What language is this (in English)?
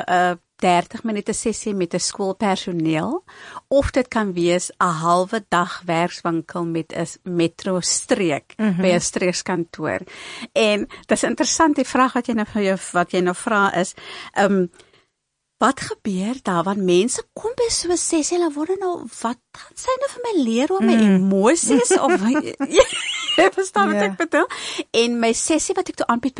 Afrikaans